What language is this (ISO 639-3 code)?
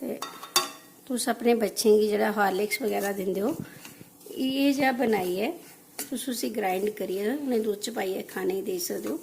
doi